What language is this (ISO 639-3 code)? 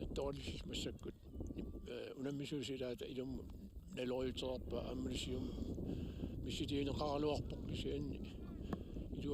kal